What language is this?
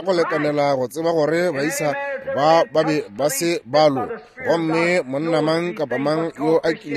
Northern Sotho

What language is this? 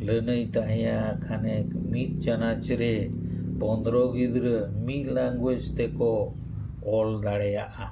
Santali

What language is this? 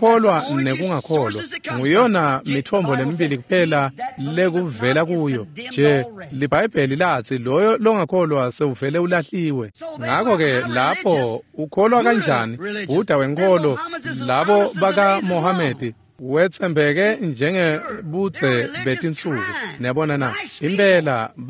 Swati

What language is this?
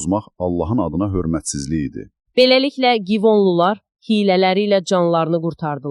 Azerbaijani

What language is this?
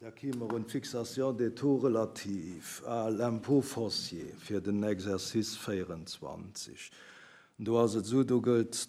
Luxembourgish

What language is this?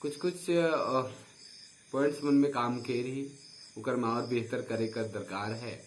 Sadri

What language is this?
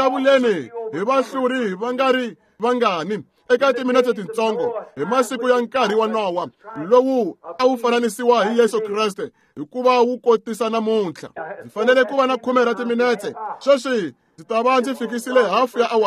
Tsonga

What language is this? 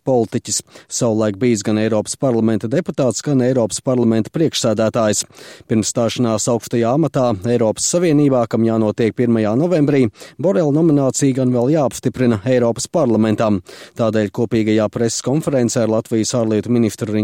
Latvian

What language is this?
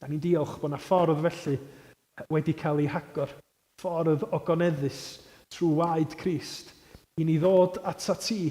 Welsh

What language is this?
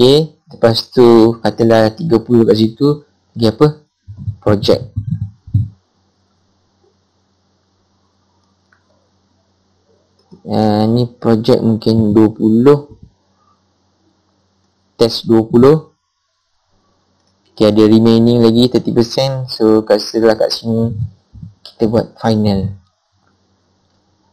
Malay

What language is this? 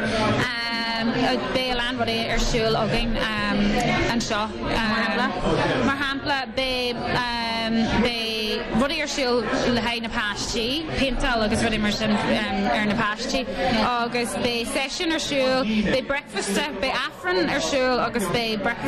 Irish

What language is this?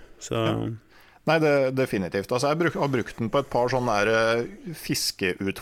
Norwegian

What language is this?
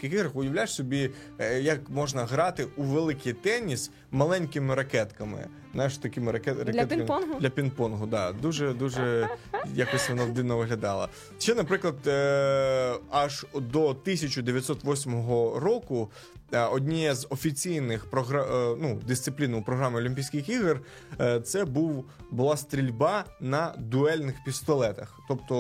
Ukrainian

